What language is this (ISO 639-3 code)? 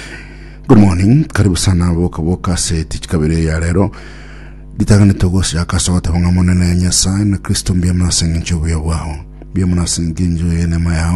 guz